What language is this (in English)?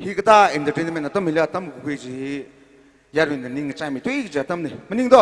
Tangkhul Naga (India)